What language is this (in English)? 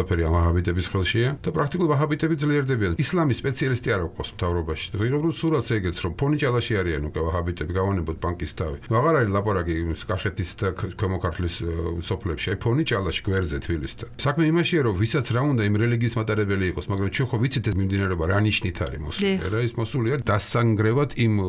Georgian